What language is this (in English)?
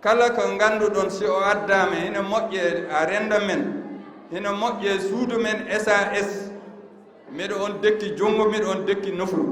Fula